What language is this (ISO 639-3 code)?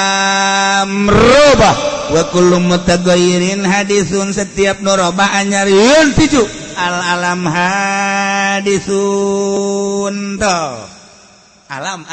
sun